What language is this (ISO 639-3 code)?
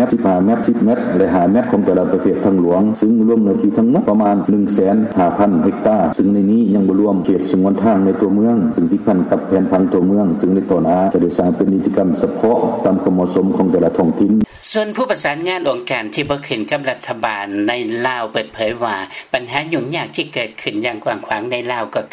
lao